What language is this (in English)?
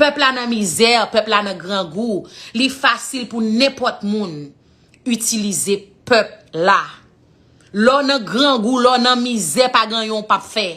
Haitian Creole